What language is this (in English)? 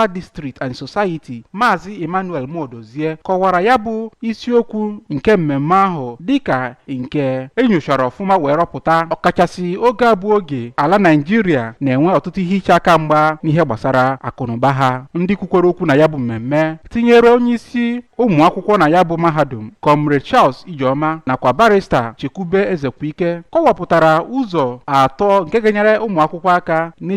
Igbo